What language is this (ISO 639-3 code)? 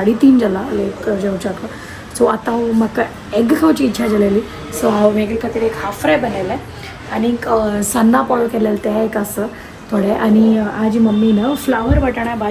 kok